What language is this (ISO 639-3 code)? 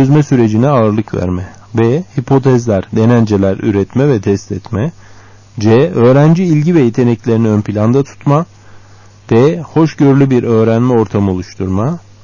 tur